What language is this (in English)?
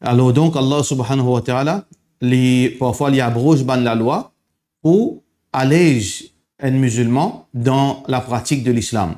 Morisyen